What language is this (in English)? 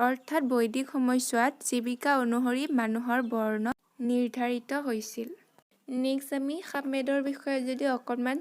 Assamese